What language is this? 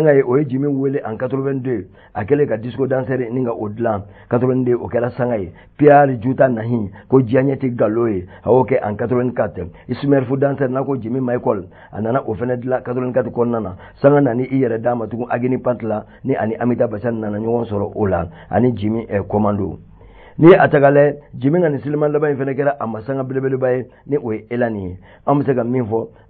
Bambara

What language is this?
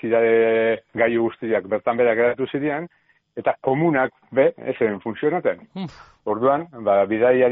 Basque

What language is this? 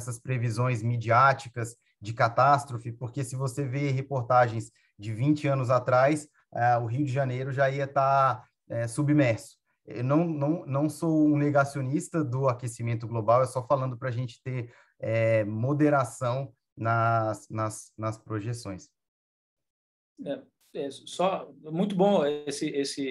Portuguese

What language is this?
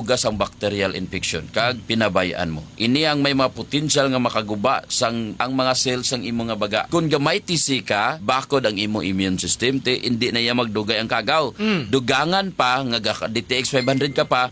Hiligaynon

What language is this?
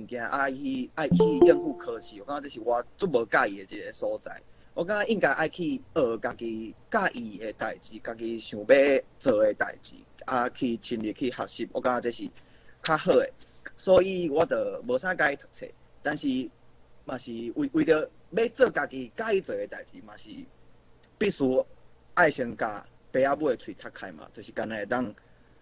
Min Nan Chinese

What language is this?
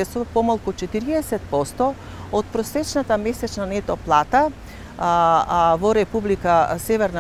Macedonian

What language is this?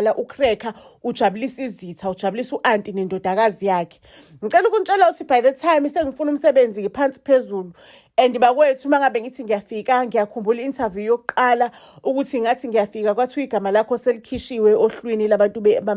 Zulu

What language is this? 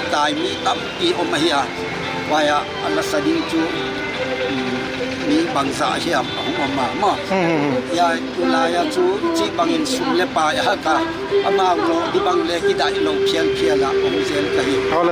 Tedim Chin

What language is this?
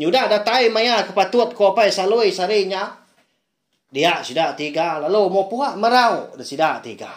Iban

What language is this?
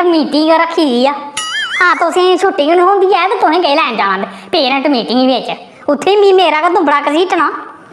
Dogri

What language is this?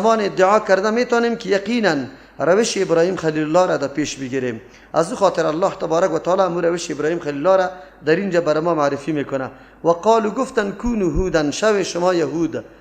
Persian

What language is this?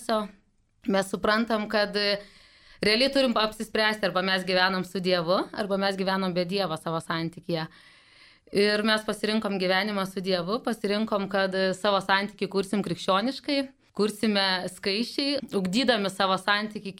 Lithuanian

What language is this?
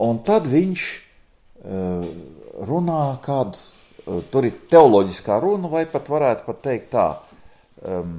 Latvian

